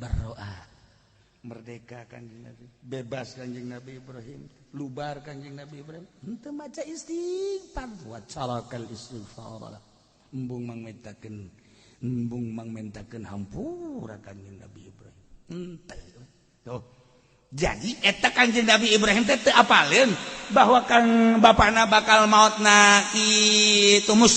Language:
Sundanese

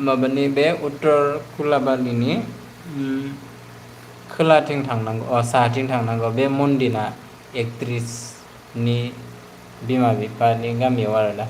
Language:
Bodo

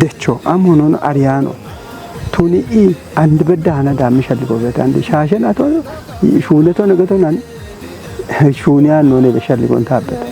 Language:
Kafa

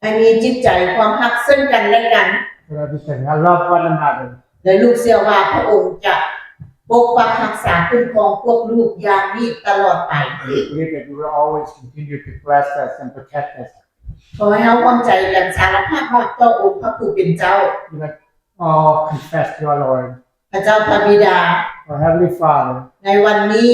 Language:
Lao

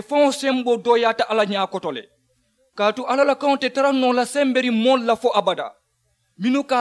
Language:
Mandingo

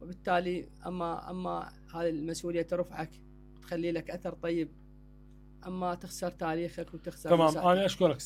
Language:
Mesopotamian Arabic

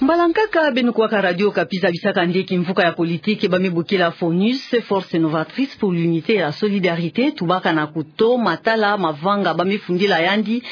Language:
Kituba (Democratic Republic of Congo)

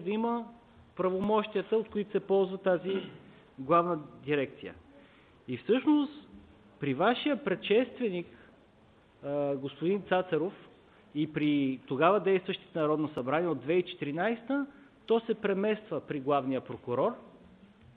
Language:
Bulgarian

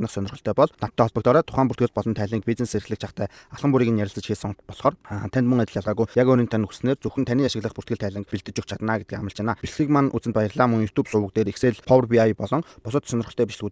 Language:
Mongolian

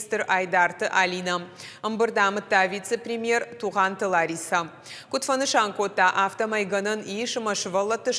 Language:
Ossetic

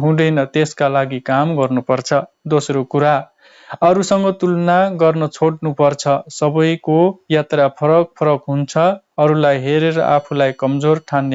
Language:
Nepali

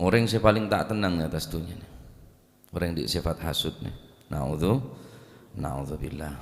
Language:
Madurese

